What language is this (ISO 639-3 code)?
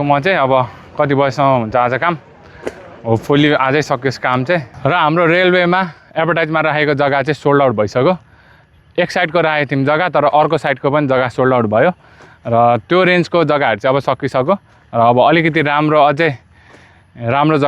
nep